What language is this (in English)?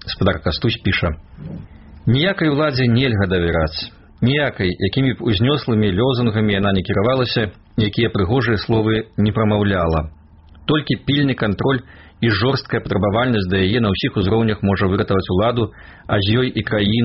Belarusian